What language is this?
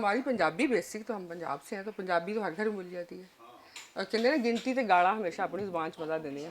Western Panjabi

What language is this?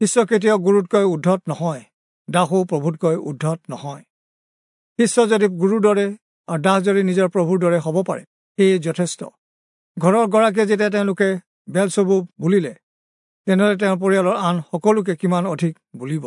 Assamese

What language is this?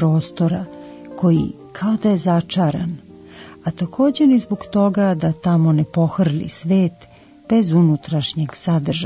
Serbian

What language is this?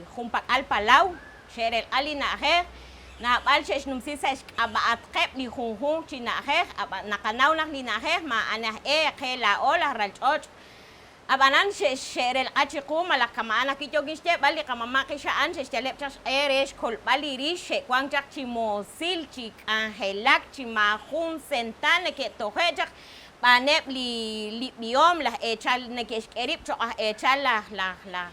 Kekchí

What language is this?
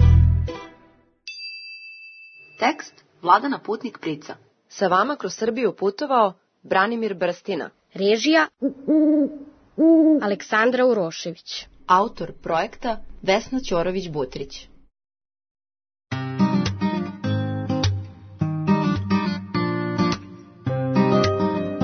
Serbian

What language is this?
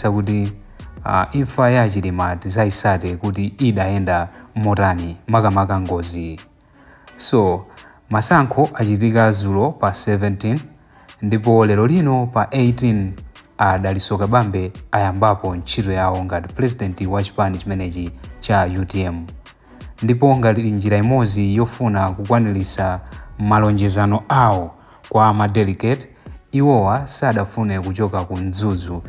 Nyanja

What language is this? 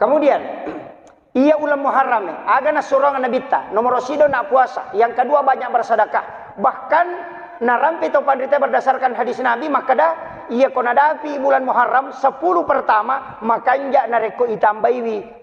Buginese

